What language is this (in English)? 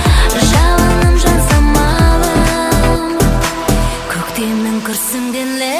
Kazakh